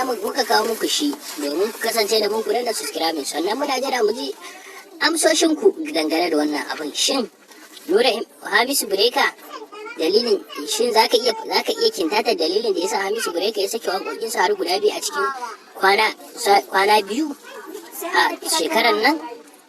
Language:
Hausa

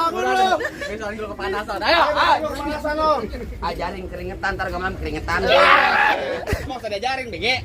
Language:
Betawi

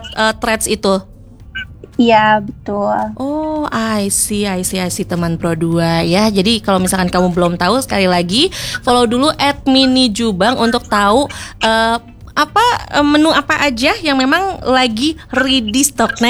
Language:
Indonesian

